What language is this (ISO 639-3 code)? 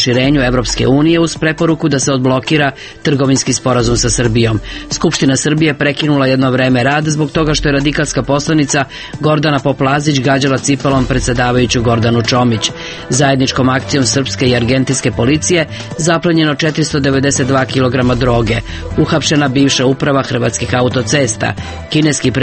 srp